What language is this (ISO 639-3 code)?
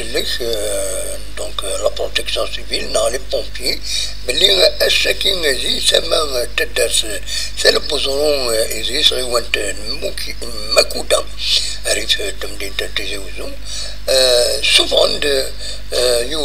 kab